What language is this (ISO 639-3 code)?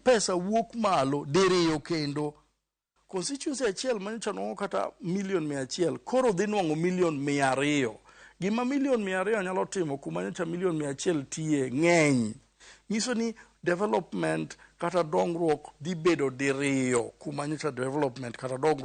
luo